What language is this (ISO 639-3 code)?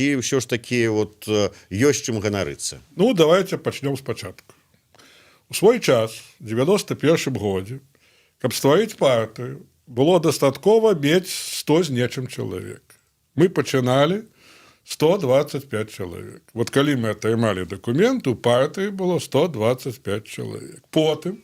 bel